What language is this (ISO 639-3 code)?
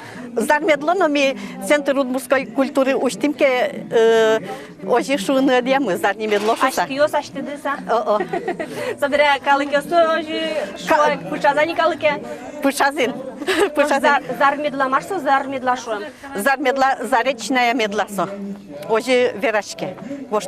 udm